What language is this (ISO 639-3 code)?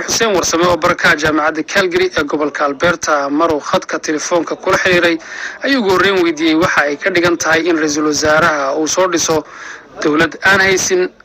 som